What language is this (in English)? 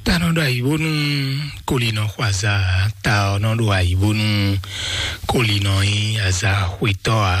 Fon